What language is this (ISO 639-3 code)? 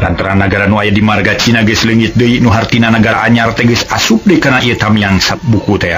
sun